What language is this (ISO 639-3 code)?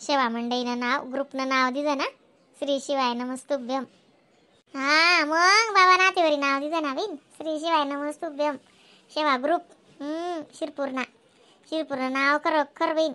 khn